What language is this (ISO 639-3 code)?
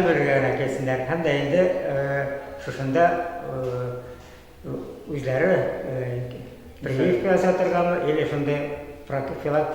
tat